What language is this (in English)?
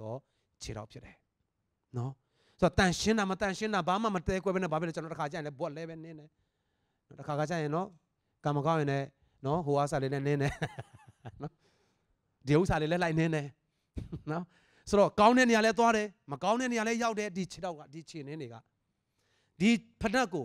Burmese